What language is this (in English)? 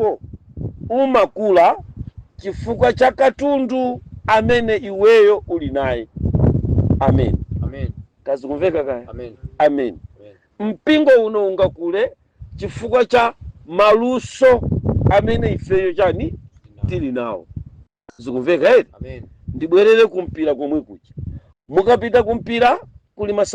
Nyanja